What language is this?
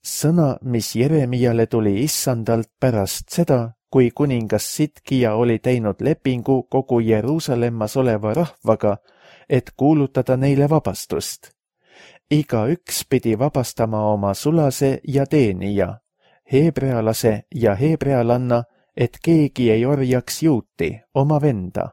Estonian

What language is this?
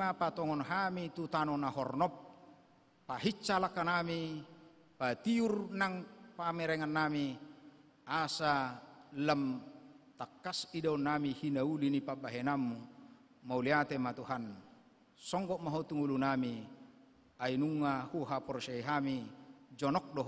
Batak Toba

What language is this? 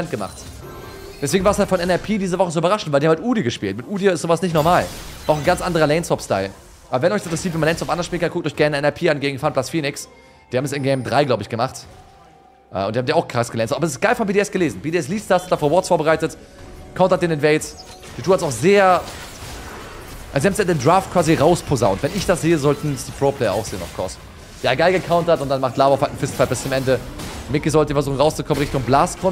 German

